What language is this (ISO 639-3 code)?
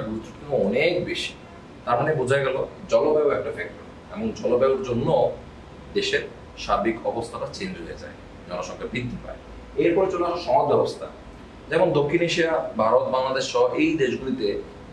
ben